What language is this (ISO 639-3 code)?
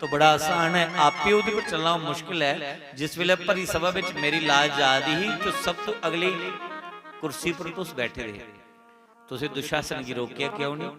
doi